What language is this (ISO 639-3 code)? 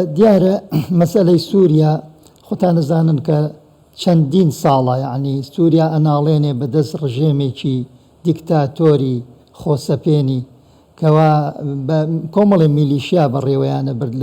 ckb